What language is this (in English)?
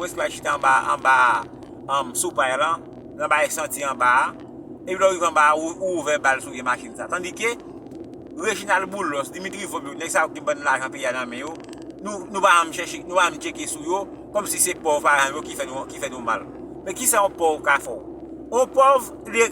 Haitian Creole